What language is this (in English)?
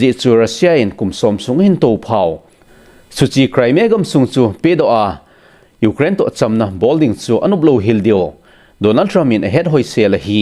Thado Chin